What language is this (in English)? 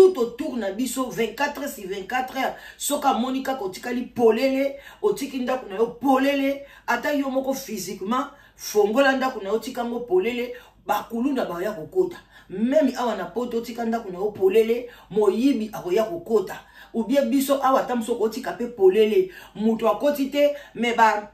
Lingala